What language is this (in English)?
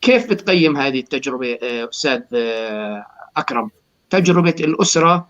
North Levantine Arabic